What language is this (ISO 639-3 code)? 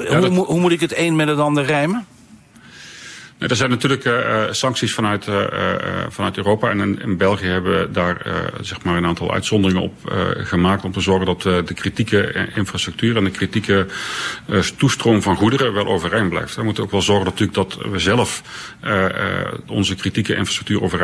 nld